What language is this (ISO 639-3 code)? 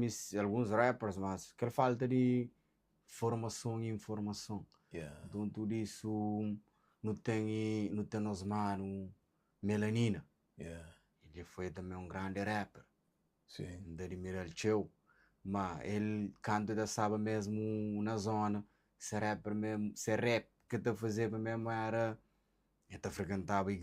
kea